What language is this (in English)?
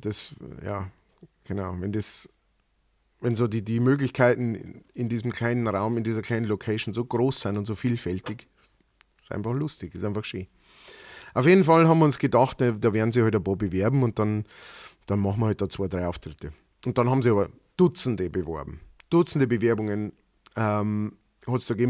Bavarian